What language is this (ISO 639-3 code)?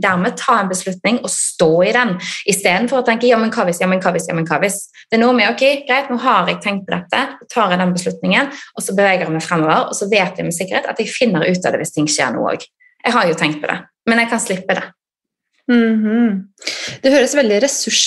nor